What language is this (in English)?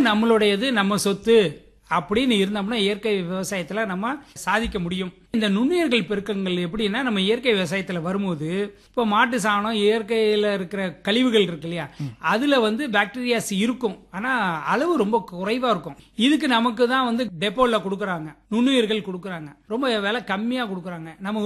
Tamil